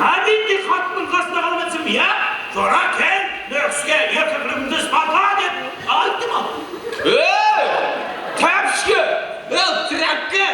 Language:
Kara-Kalpak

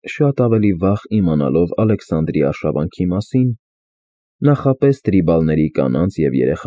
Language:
Armenian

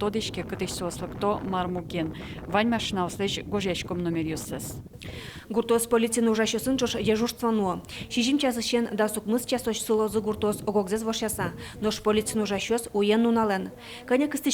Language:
Udmurt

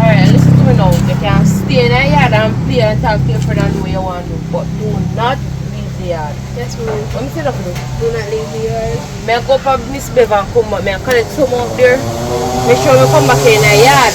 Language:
Jamaican Creole English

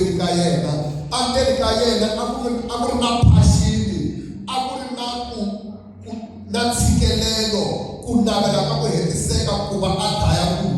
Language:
Tsonga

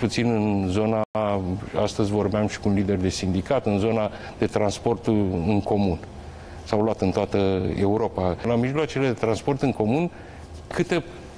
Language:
Romanian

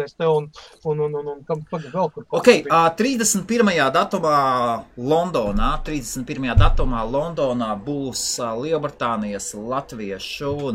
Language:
Latvian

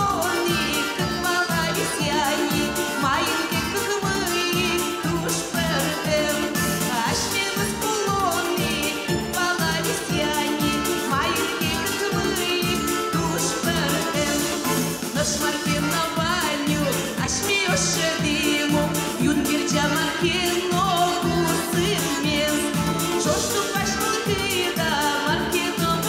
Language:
Udmurt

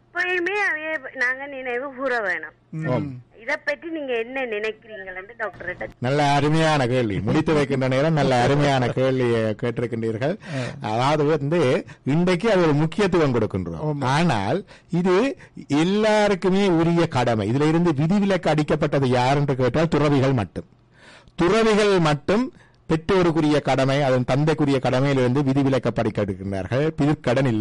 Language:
Tamil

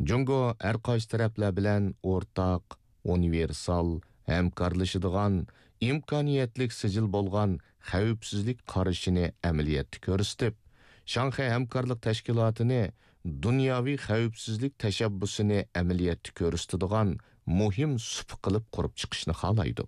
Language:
Uyghur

